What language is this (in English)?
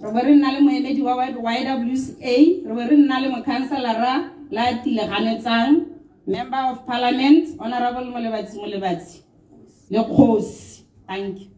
Tswana